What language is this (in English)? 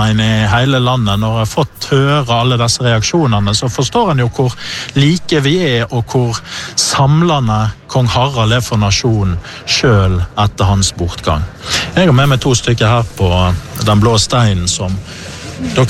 Norwegian